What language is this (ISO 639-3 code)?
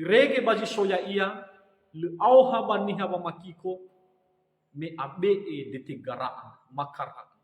nia